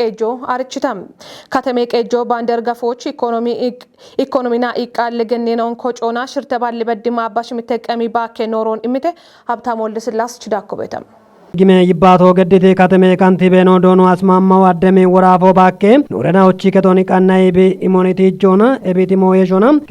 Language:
Kafa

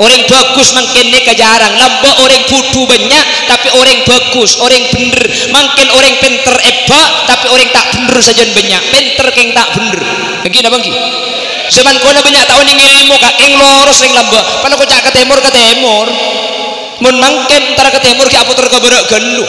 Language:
Madurese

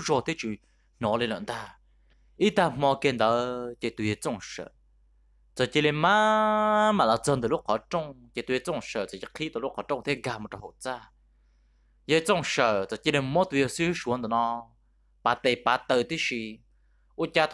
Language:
Vietnamese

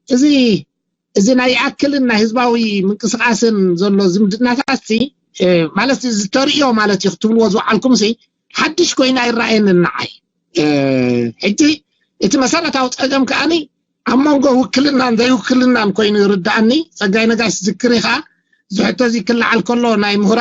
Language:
Tigrinya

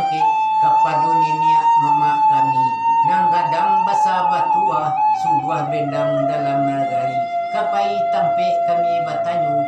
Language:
Minangkabau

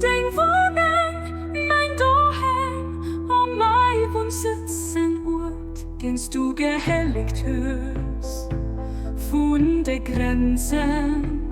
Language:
Luxembourgish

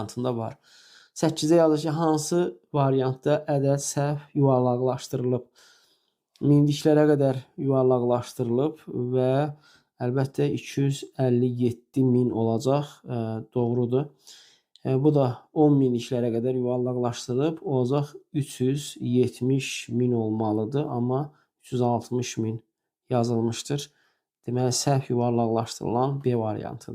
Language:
Azerbaijani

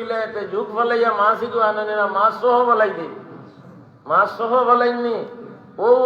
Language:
Sylheti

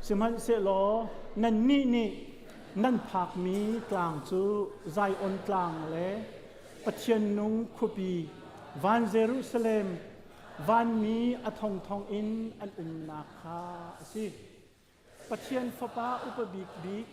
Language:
Hakha Chin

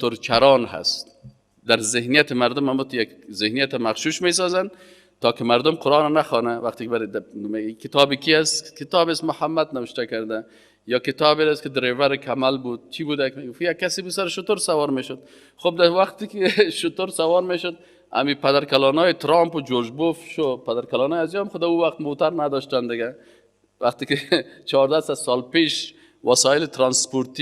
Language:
Persian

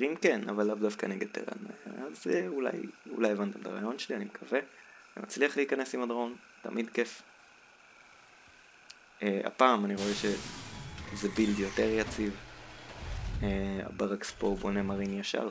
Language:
Hebrew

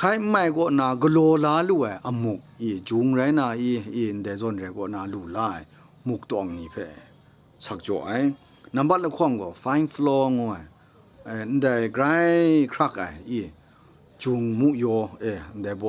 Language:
Kachin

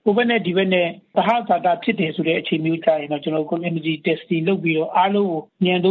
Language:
Burmese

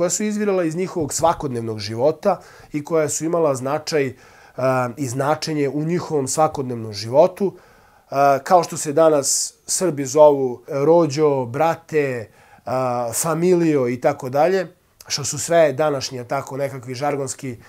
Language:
Serbian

